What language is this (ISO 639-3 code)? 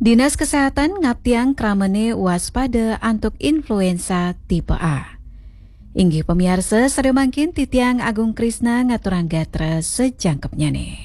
ban